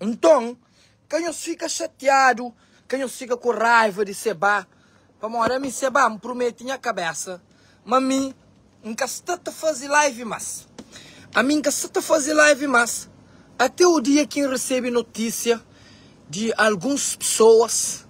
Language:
Kabuverdianu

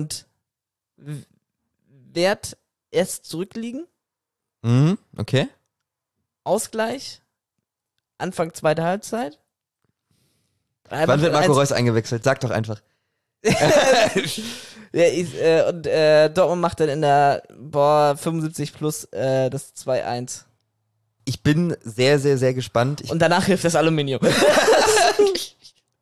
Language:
German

